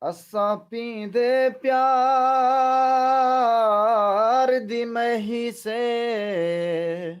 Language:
Saraiki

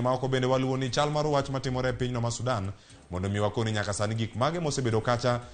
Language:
Luo (Kenya and Tanzania)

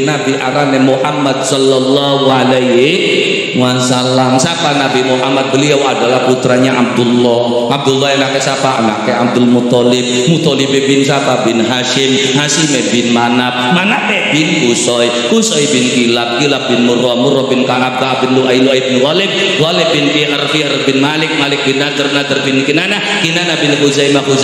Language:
Javanese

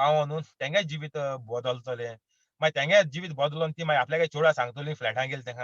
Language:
Konkani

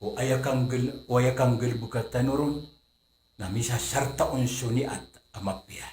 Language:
Maranao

